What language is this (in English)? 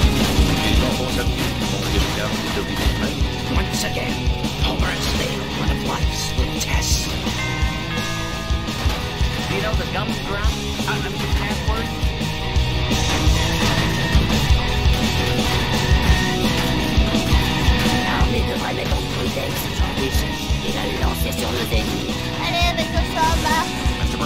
French